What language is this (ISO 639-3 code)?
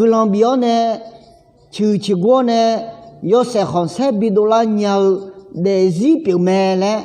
ahk